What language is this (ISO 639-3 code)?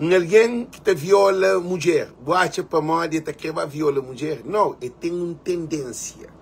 kea